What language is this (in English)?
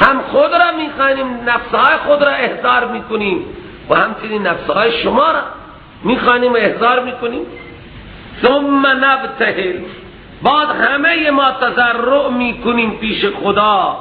Persian